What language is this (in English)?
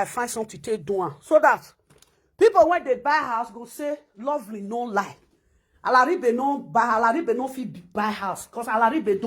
Nigerian Pidgin